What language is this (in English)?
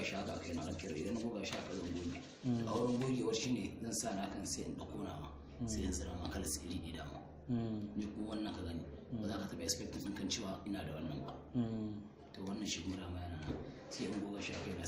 Hausa